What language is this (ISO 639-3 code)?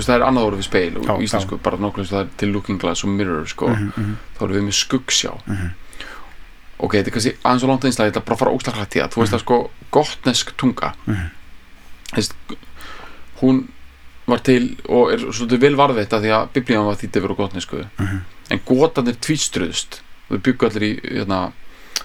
isl